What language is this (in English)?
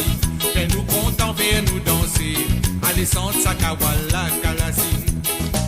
Morisyen